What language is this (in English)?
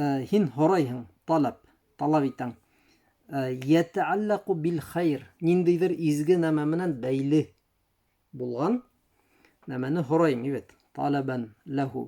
Bashkir